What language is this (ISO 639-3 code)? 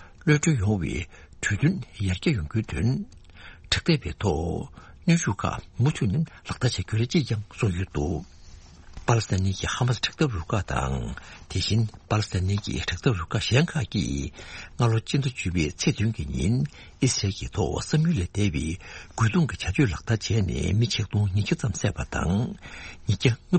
bod